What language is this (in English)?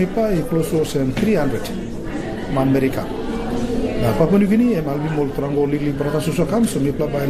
Tok Pisin